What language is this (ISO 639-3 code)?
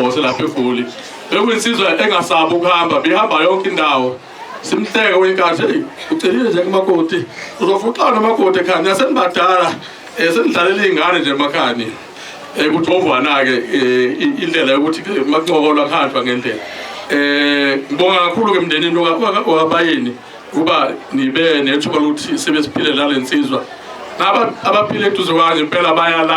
zul